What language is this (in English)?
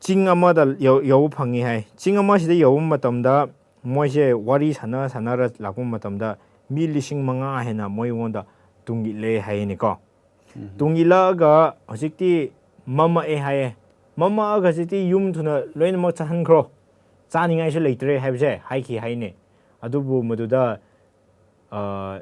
Manipuri